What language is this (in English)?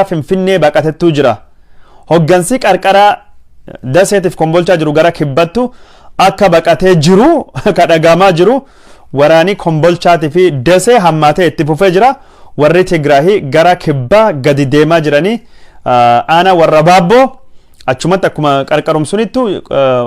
Oromo